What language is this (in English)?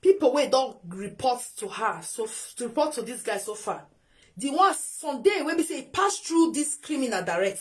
Nigerian Pidgin